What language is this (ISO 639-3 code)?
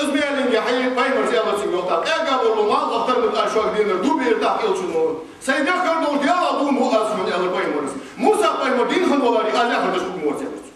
inh